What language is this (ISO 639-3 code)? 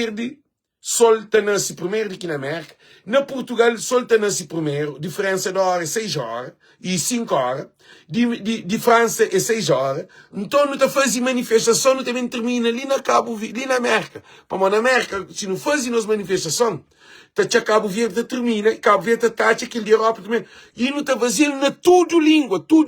kea